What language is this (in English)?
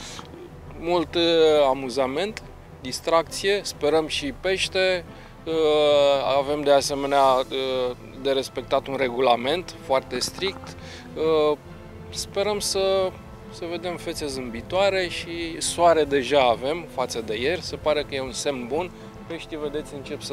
Romanian